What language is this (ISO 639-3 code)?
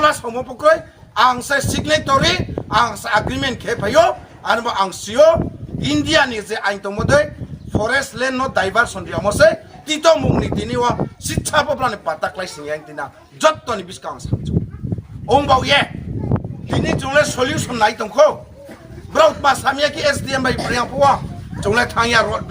ria